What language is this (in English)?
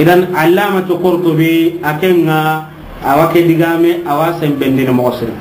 Soninke